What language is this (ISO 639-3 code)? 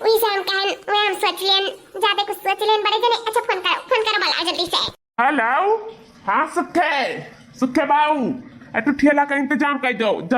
awa